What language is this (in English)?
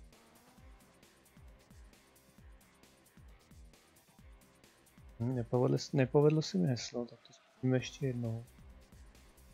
Czech